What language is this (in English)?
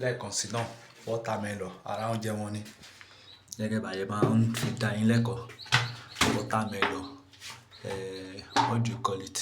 Yoruba